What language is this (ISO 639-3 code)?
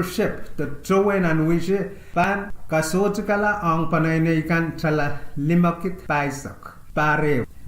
pon